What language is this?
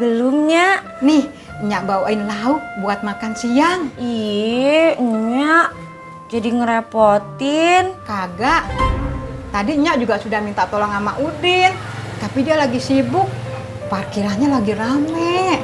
Betawi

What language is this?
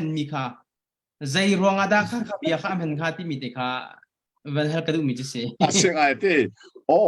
Hakha Chin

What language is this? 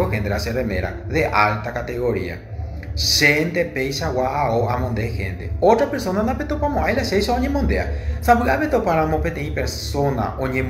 Guarani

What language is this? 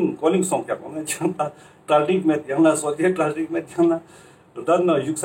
Ladakhi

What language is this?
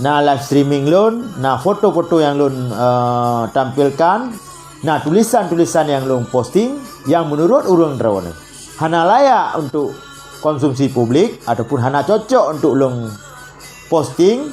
Achinese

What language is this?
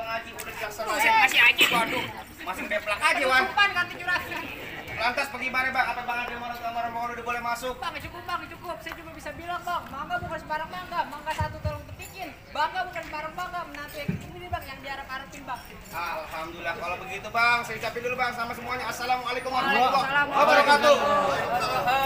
Betawi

